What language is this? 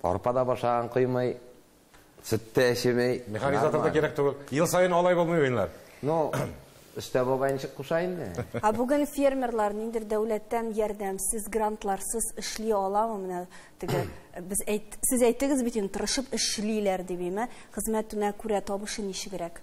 Tatar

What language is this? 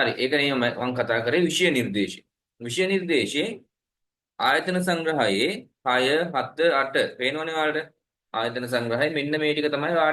Sinhala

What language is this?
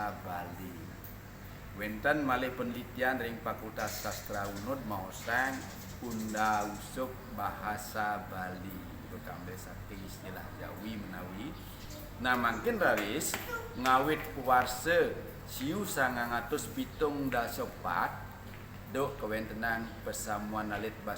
Balinese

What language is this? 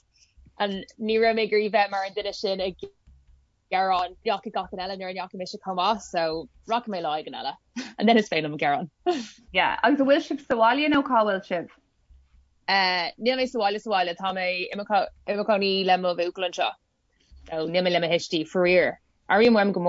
Irish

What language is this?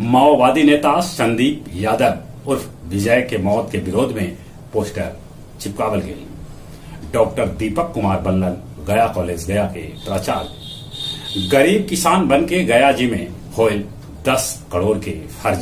Magahi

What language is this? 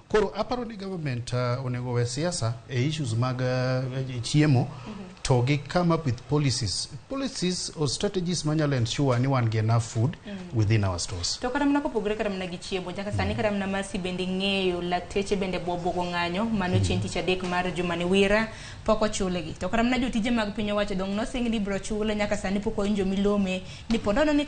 Luo (Kenya and Tanzania)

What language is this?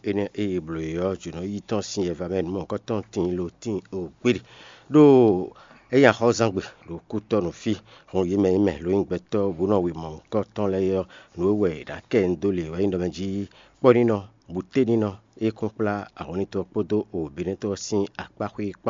Fon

